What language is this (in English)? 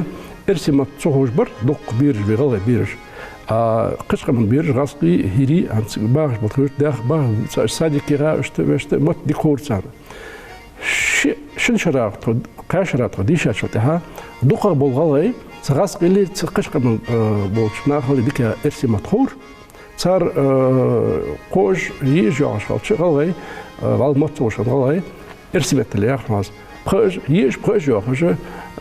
Ingush